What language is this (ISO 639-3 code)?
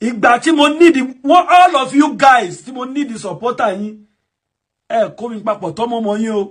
yor